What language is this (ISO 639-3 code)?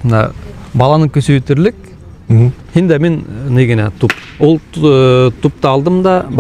bak